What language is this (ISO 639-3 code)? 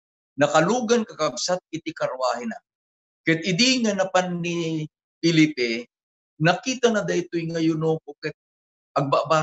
ilo